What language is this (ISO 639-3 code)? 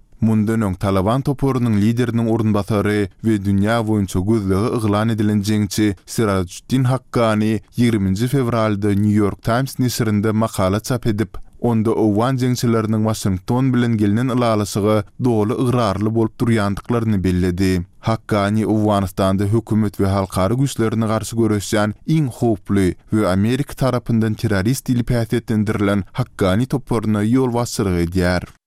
tuk